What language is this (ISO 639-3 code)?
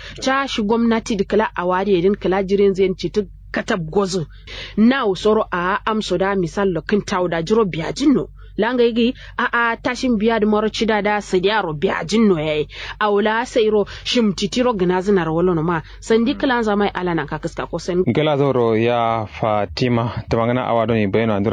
kau